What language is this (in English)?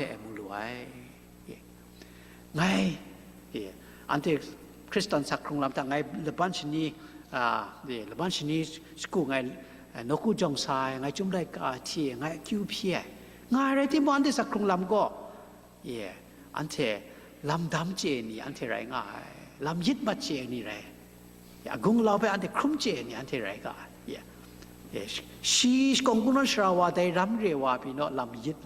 Kachin